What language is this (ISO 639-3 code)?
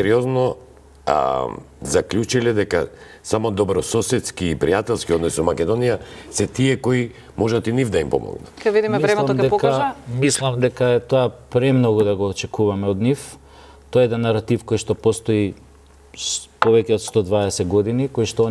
mkd